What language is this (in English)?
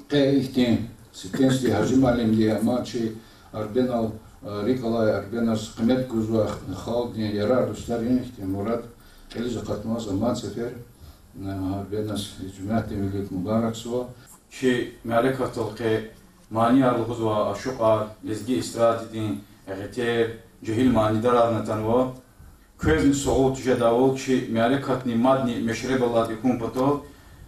Lezghian